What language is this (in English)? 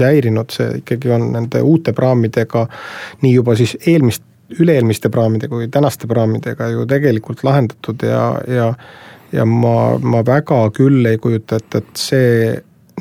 Estonian